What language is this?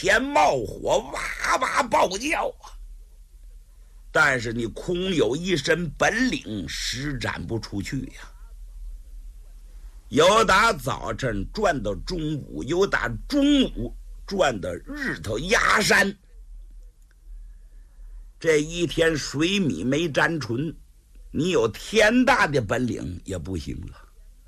Chinese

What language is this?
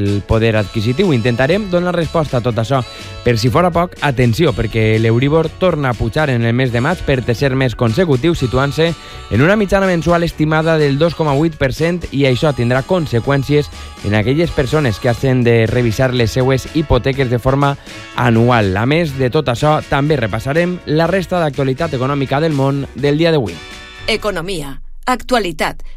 Catalan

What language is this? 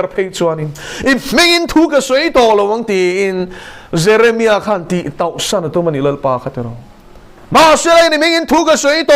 Mizo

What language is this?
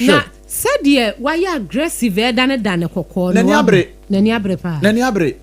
Akan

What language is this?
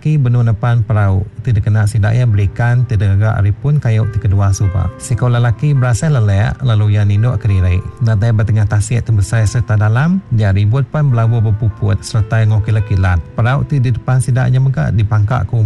Iban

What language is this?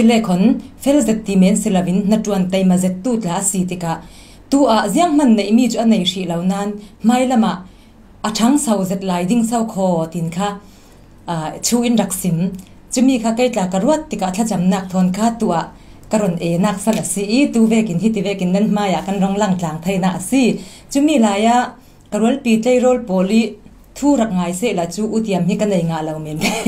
Falam Chin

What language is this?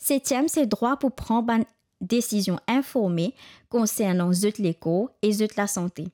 Morisyen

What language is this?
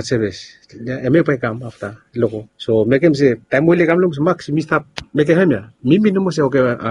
Bislama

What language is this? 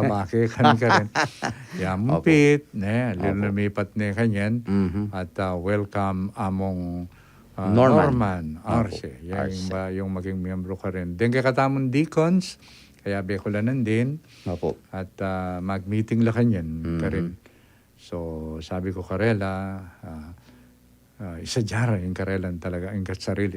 Pampanga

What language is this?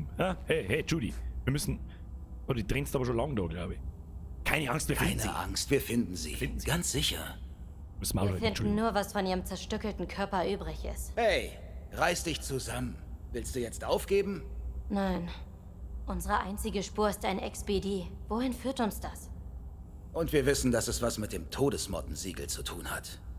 Bavarian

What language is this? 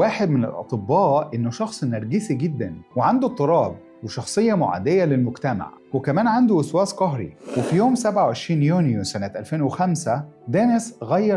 Egyptian Arabic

